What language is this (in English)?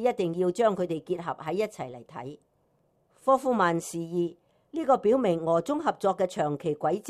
Cantonese